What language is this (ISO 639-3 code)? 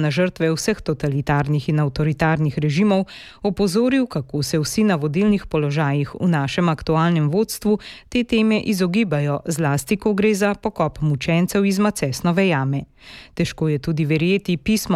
slv